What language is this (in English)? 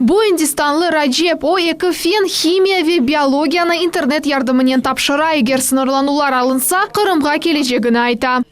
Crimean Tatar